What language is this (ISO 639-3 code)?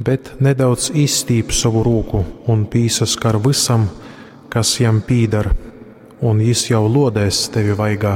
ltg